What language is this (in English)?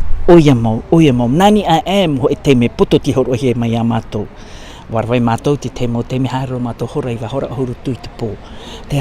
Tahitian